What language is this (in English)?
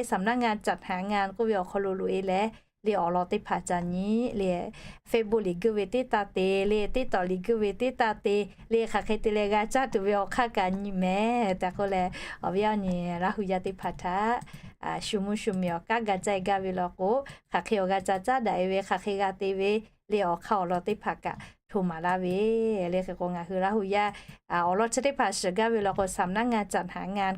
Lahu